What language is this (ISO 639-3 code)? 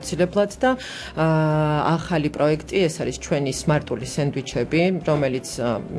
kat